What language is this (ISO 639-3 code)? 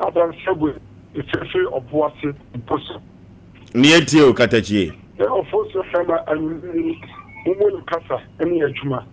aka